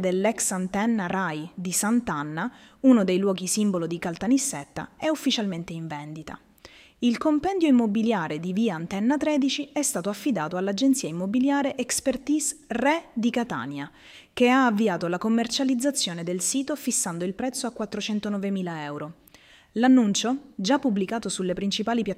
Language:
Italian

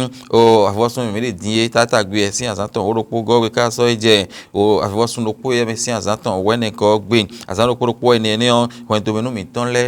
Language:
Fon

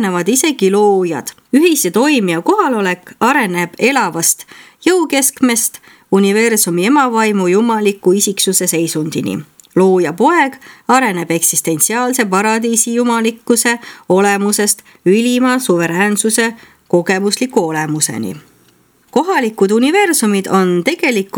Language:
Estonian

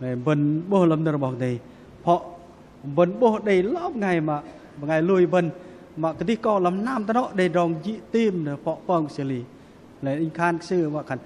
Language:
Bahnar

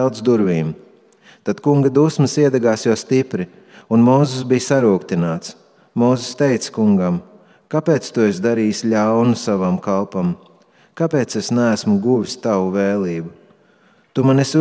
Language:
Latvian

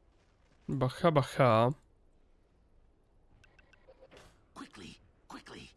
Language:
Czech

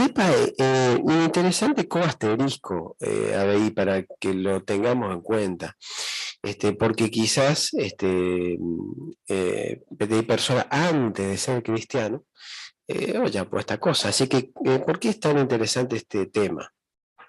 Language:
Guarani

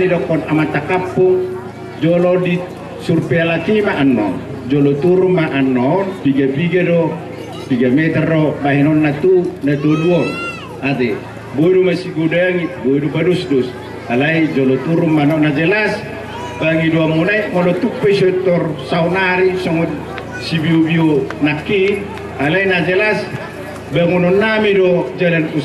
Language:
Batak Toba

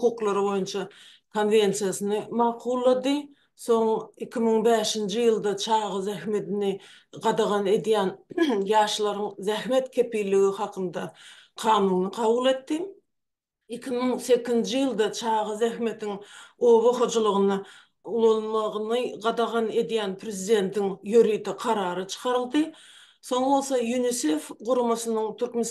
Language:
Turkmen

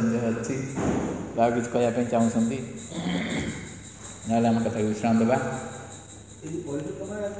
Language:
Odia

